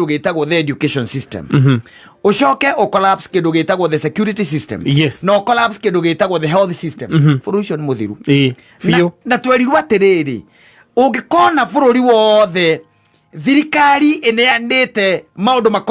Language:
Kikuyu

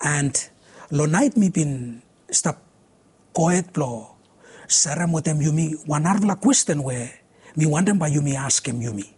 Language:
Bislama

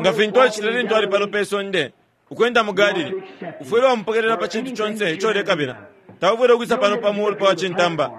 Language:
Bemba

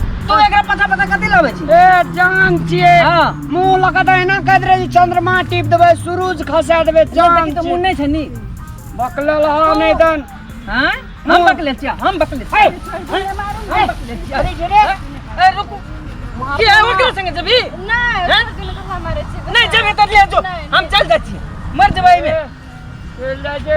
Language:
Maithili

